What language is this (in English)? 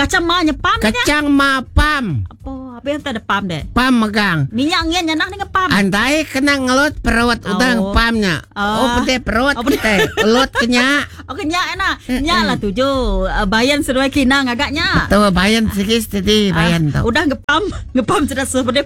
Iban